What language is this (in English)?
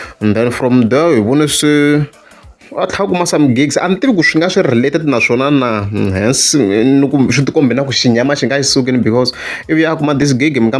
Tsonga